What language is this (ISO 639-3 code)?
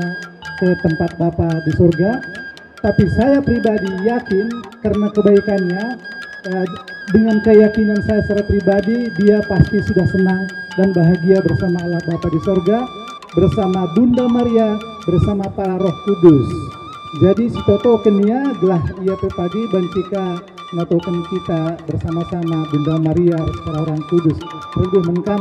btx